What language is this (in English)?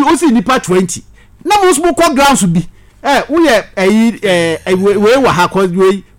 Akan